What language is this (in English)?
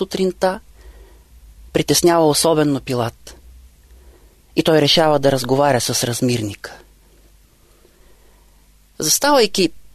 Bulgarian